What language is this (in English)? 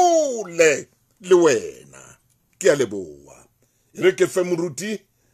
Southern Sotho